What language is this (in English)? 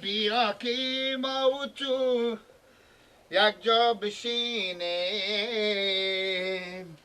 Persian